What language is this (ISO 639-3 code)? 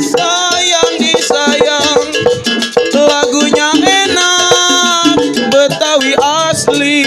bew